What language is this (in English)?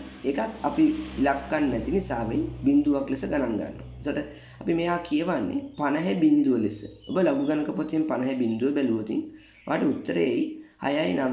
Sinhala